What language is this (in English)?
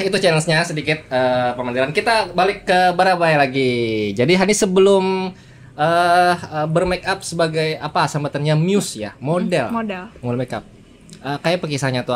Banjar